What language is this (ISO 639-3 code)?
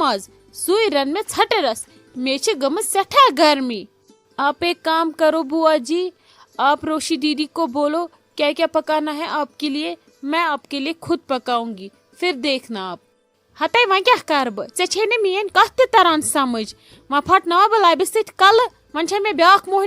kas